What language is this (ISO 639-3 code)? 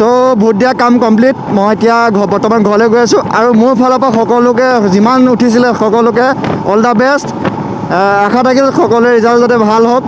asm